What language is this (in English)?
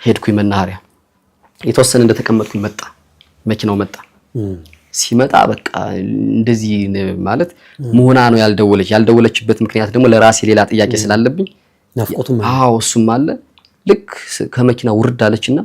Amharic